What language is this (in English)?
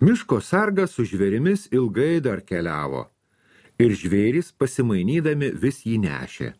Lithuanian